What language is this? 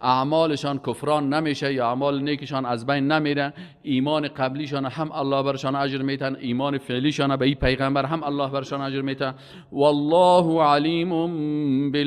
Persian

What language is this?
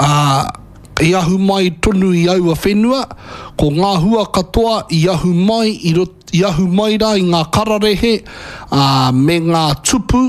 Māori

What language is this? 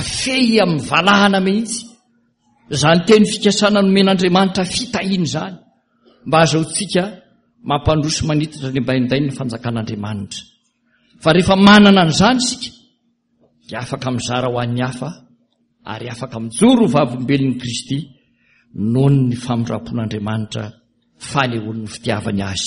Malagasy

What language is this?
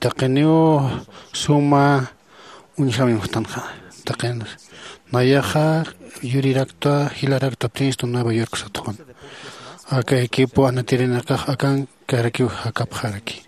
Aymara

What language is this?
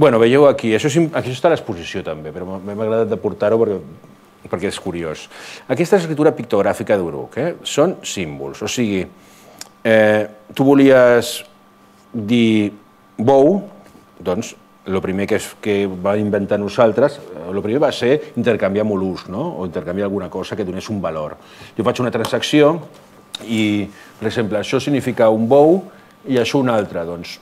Catalan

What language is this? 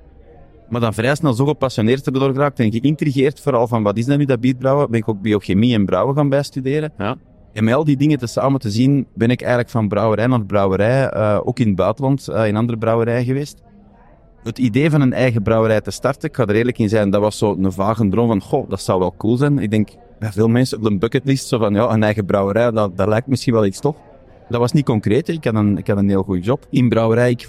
Dutch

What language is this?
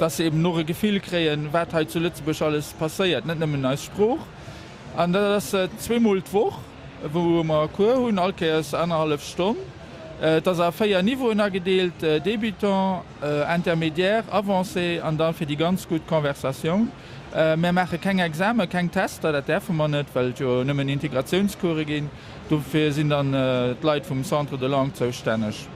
Luxembourgish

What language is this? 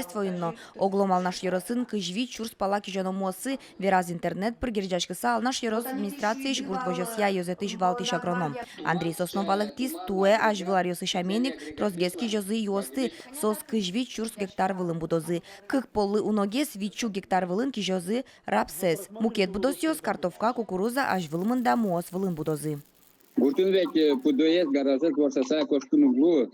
Udmurt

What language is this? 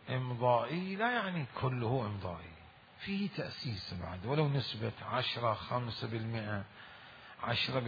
Mesopotamian Arabic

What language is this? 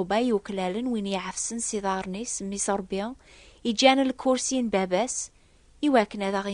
Kabyle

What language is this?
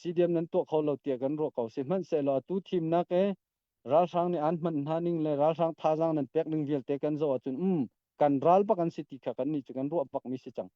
Hakha Chin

